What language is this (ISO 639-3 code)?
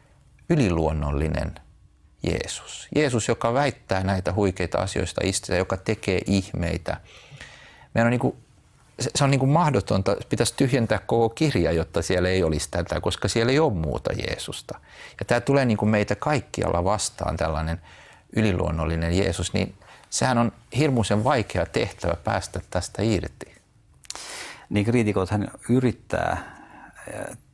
fin